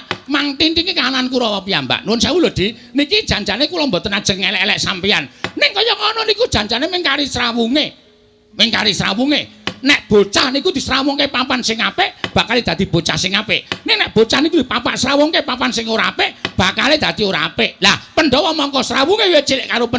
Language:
Javanese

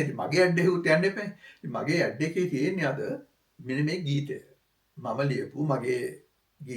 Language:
Sinhala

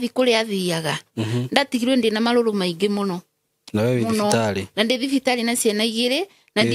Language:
Kikuyu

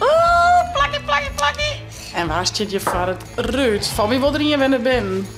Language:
Western Frisian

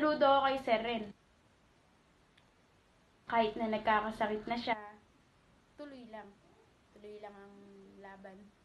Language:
Filipino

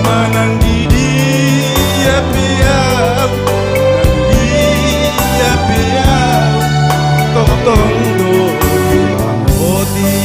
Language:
Batak Toba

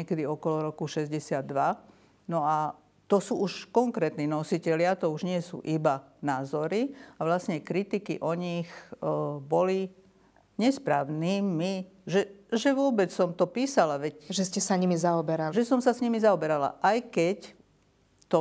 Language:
Slovak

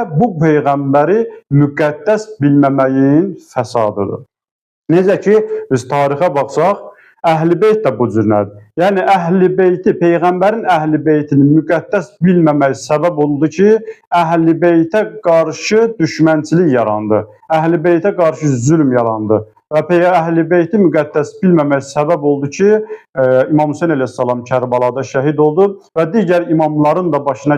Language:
Azerbaijani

